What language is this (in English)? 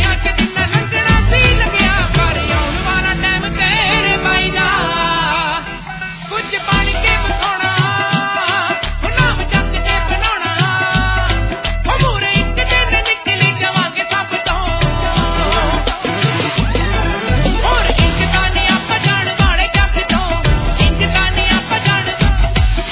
Punjabi